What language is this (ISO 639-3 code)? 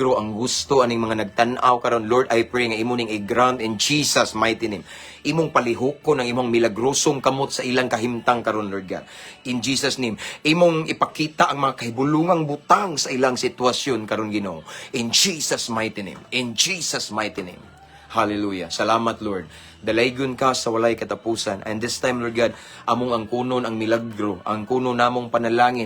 ceb